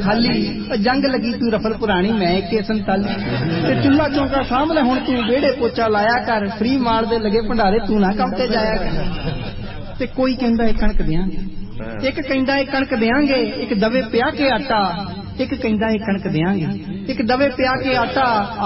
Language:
Punjabi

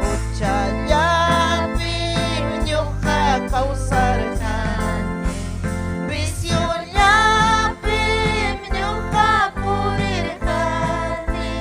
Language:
Ayacucho Quechua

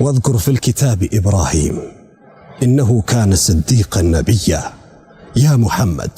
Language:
Oromo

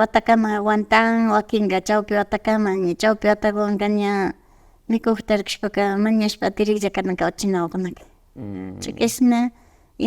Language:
Imbabura Highland Quichua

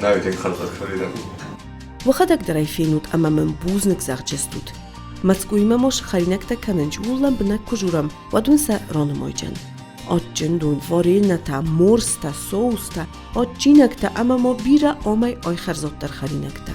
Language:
Ossetic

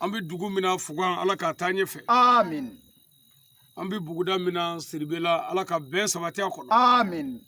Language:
Bambara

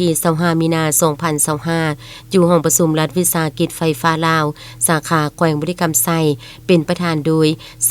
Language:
Lao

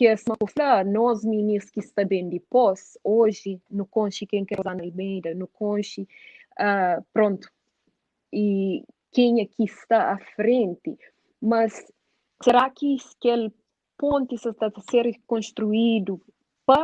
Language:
Kabuverdianu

